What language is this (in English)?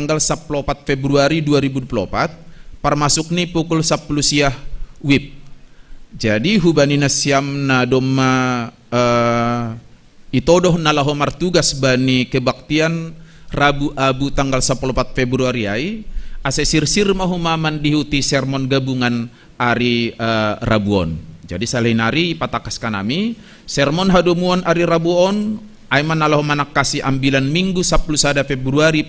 Batak Simalungun